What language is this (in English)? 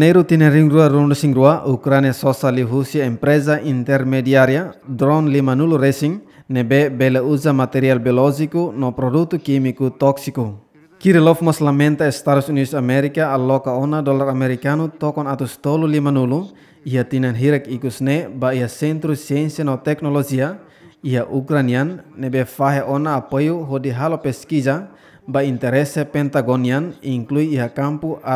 Tetum